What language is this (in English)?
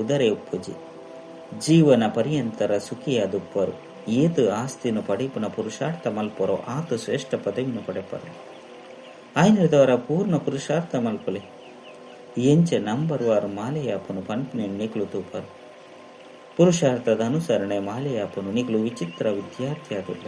Tulu